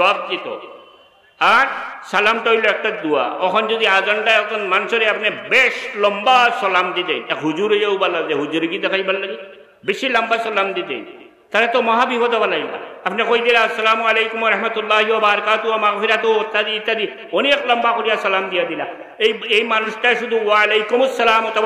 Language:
Sylheti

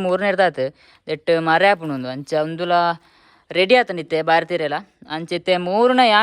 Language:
Tulu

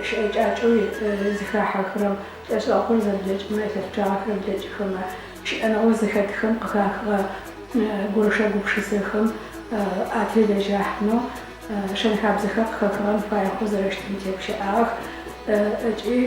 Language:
Adyghe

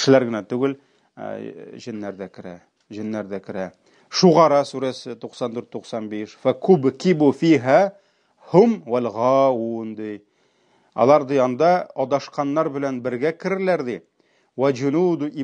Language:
Tatar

